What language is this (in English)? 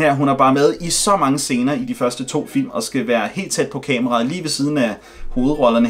Danish